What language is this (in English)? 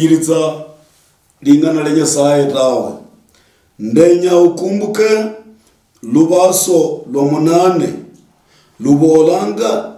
Luyia